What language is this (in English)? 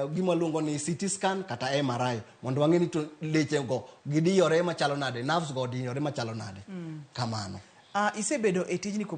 Luo (Kenya and Tanzania)